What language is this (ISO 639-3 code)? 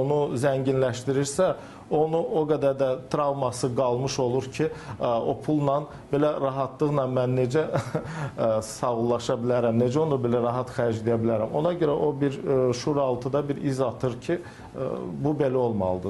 aze